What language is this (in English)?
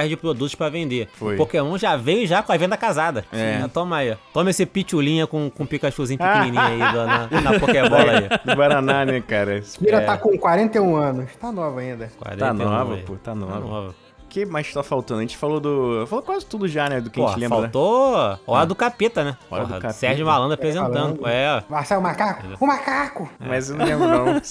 Portuguese